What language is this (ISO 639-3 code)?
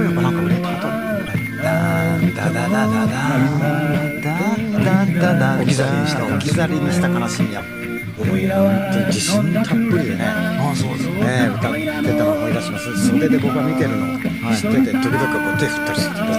jpn